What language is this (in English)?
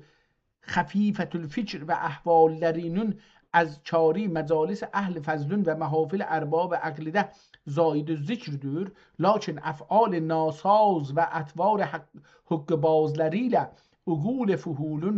South Azerbaijani